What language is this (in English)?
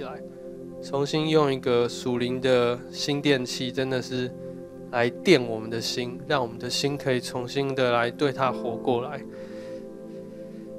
Chinese